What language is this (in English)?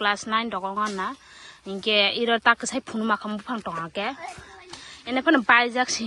Kok Borok